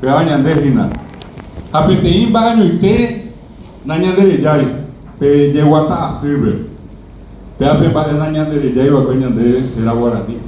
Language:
Guarani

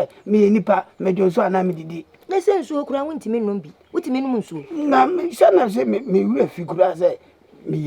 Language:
Akan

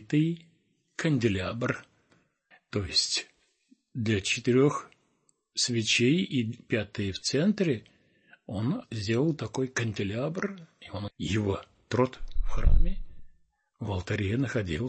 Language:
Russian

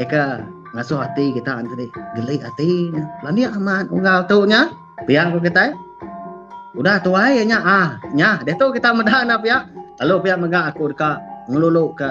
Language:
Iban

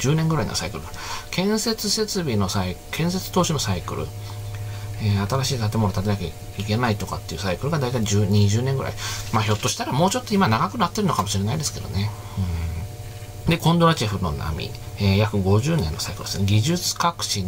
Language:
Japanese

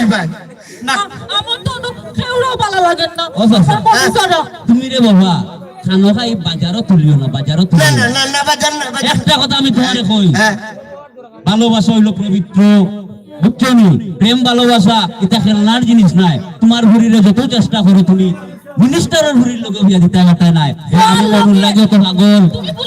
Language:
Sylheti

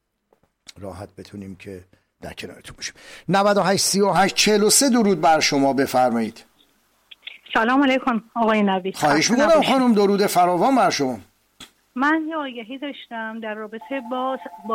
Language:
Persian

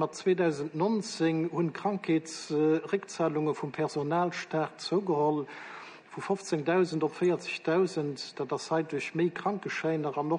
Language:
Luxembourgish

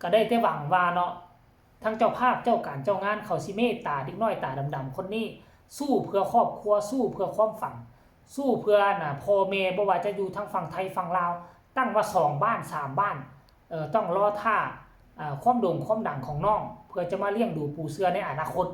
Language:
Northeastern Thai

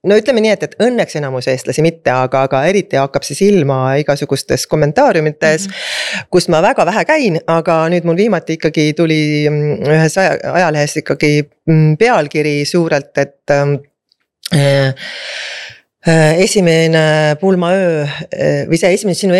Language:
Estonian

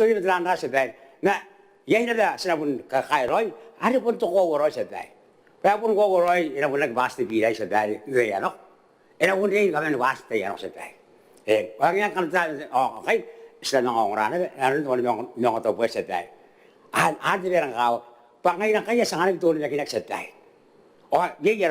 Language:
Gilbertese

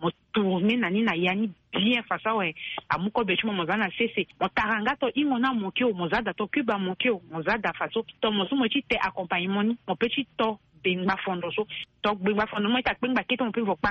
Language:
Sango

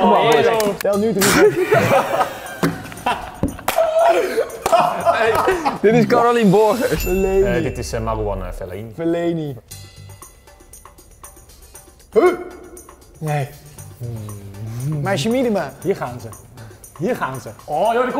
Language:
Dutch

